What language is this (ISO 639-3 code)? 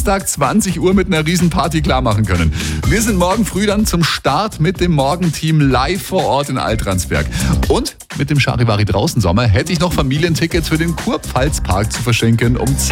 deu